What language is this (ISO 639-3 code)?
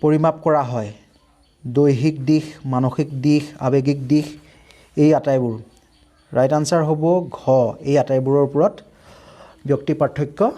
asm